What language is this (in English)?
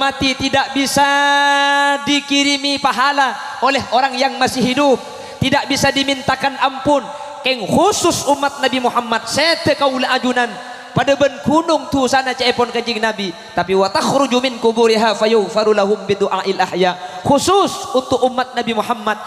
Madurese